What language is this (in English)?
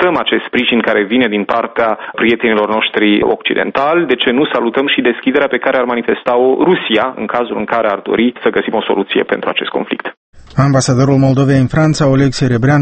Romanian